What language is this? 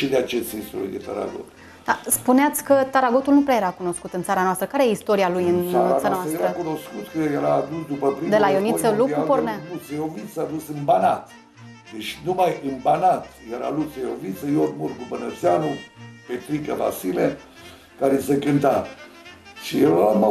Romanian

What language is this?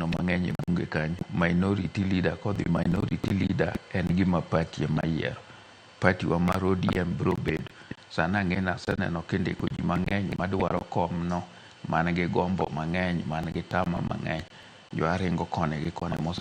Luo (Kenya and Tanzania)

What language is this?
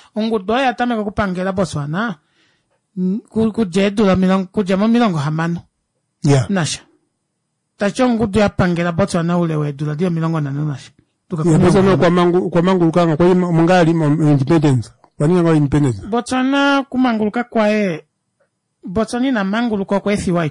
Swahili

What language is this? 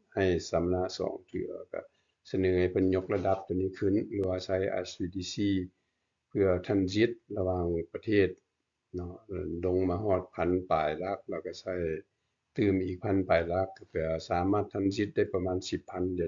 Lao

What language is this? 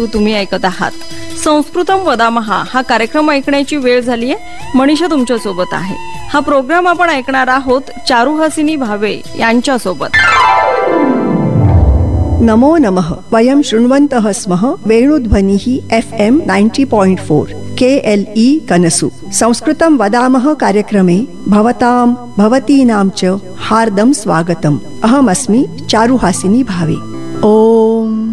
Marathi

